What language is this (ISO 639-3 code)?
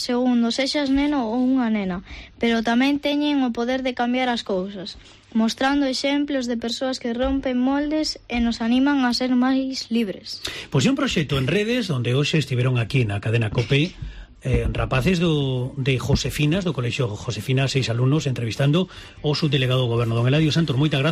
glg